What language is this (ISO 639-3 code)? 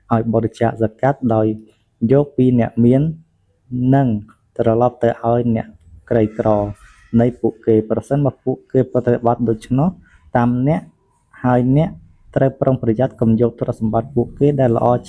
khm